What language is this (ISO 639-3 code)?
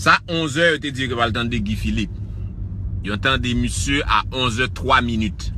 hat